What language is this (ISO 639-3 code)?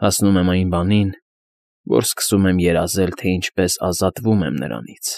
hye